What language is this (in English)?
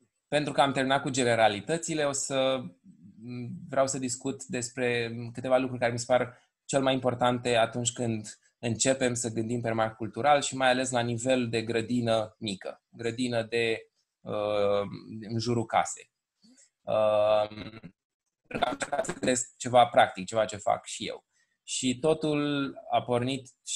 Romanian